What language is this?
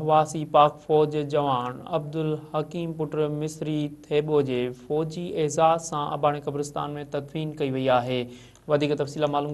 Sindhi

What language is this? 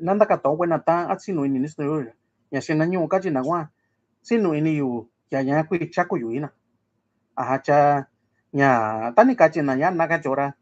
Mixtepec Mixtec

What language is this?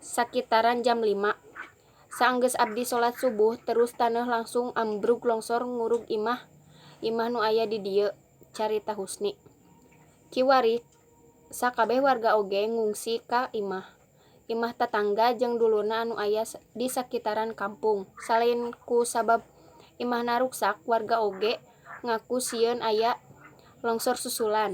Sundanese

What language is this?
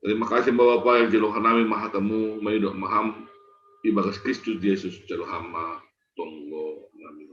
Batak Simalungun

